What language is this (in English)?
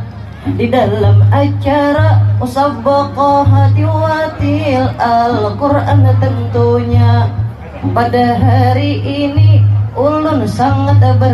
Banjar